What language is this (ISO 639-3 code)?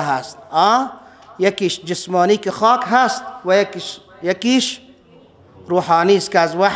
fas